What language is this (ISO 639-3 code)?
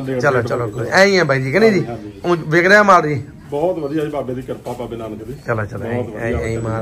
pan